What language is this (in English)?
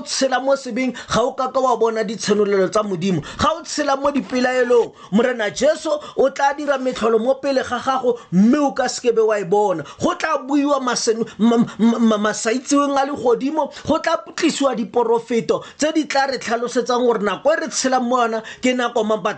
Tswana